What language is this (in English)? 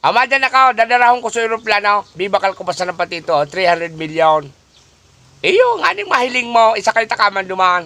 Bikol